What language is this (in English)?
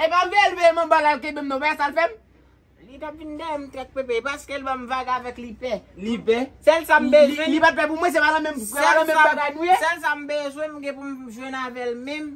Haitian Creole